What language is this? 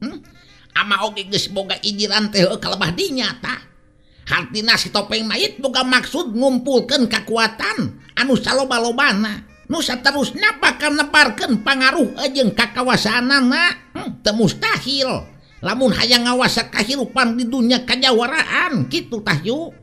Sundanese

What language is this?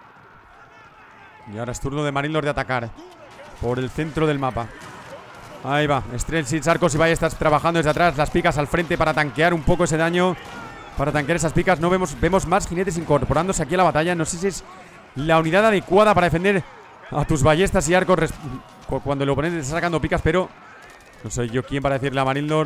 Spanish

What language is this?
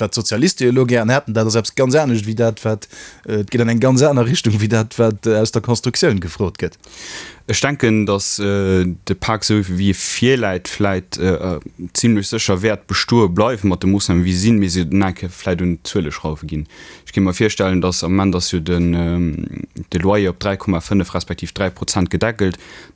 Luxembourgish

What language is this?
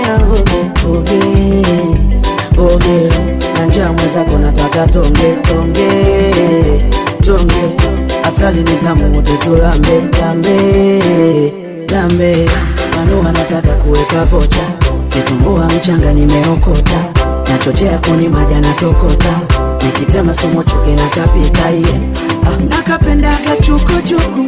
Swahili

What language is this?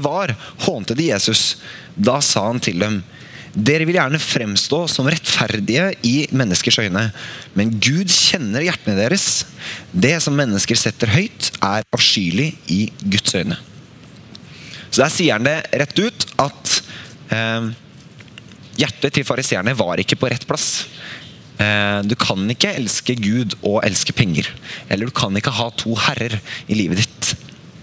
Norwegian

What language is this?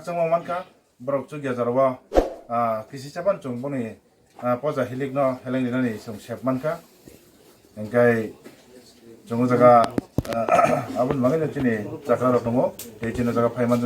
Kok Borok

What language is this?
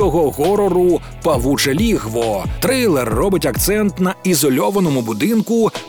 Ukrainian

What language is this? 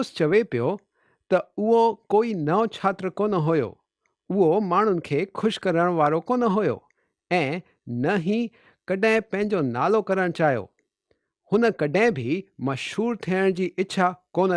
Sindhi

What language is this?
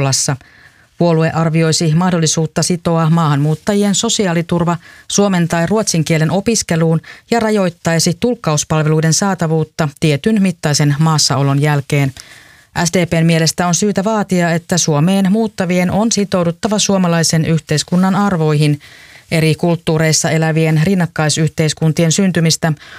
Finnish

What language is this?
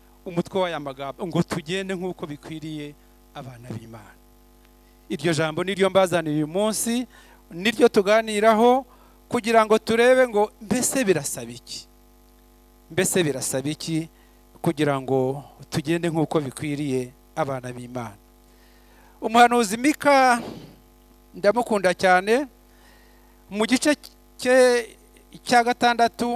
Kinyarwanda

